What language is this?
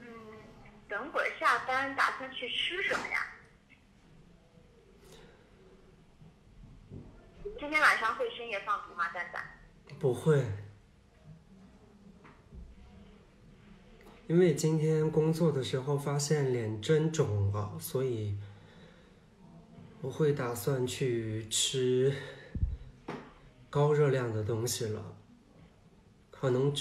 Chinese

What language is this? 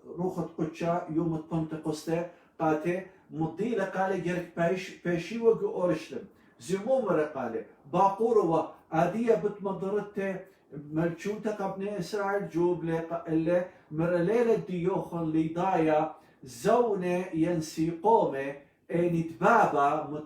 Assyrian Neo-Aramaic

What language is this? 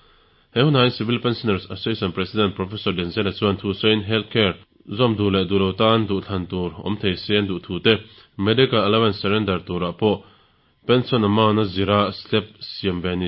Mizo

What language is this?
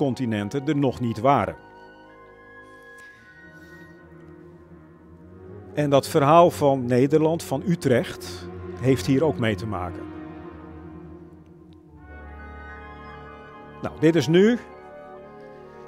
Dutch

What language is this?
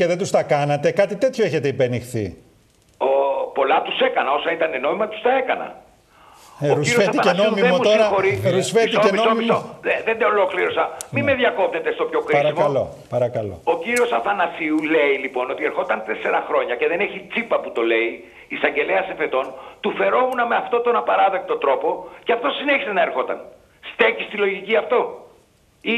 Greek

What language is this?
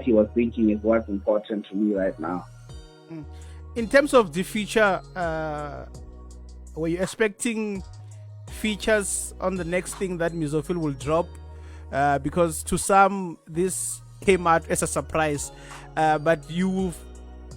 Venda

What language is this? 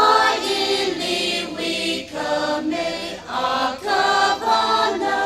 Tangkhul Naga (India)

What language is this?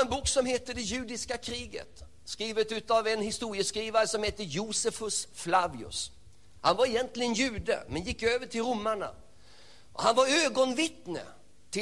Swedish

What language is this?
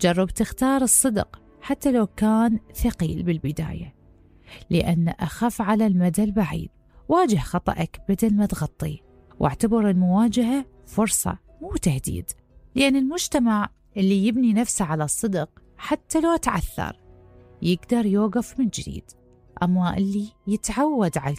Mesopotamian Arabic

